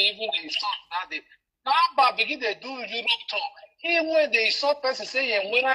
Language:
Nigerian Pidgin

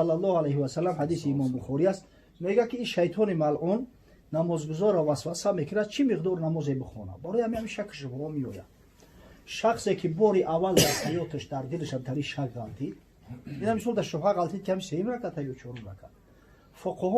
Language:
Tajik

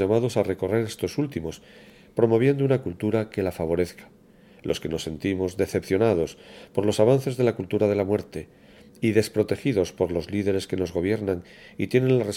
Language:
Spanish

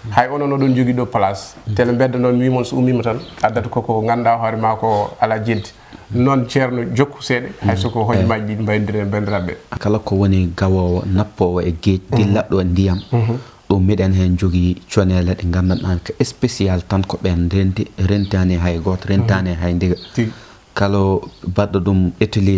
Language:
Fula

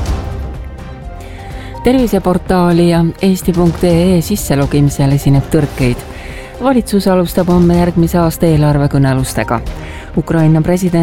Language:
Estonian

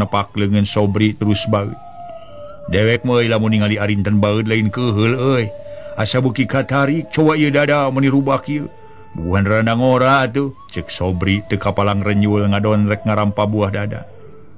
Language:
Sundanese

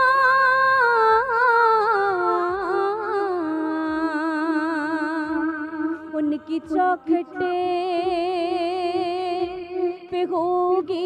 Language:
Urdu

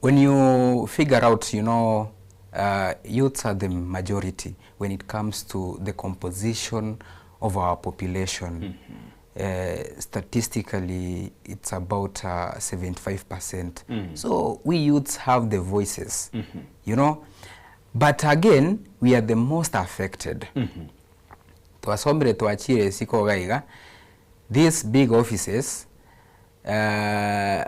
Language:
Gusii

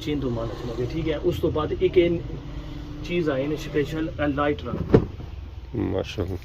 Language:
Pahari-Potwari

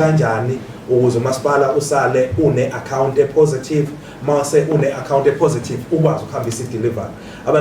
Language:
Zulu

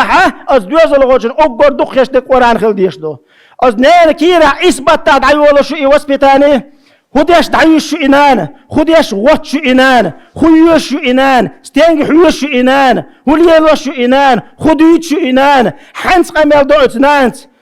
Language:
Chechen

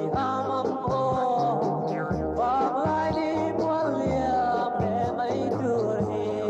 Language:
Biete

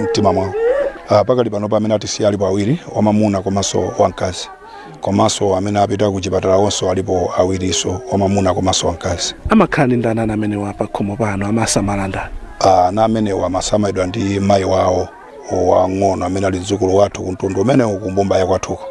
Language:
Nyanja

